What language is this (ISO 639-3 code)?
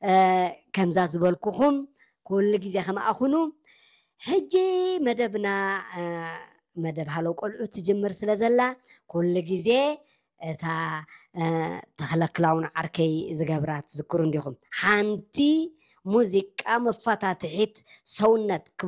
tir